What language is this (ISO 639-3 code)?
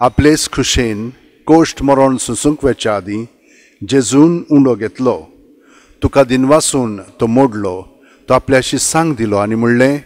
kok